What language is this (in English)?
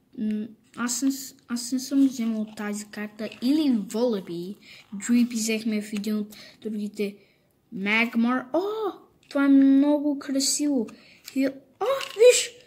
Bulgarian